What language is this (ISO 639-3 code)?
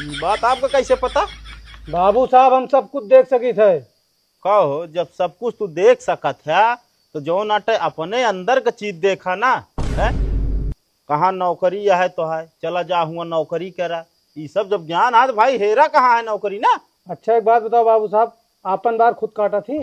awa